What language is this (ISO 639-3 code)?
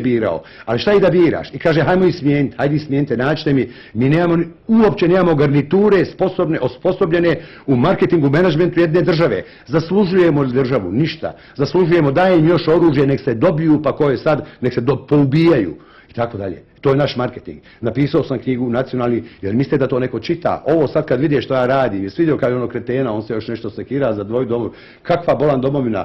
bos